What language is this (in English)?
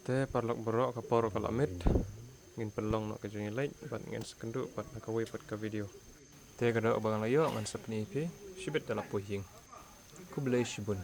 Khasi